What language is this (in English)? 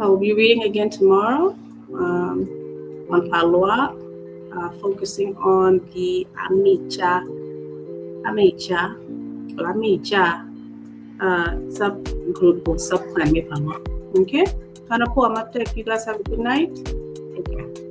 Acoli